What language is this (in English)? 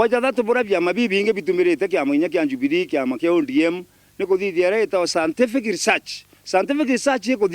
Meru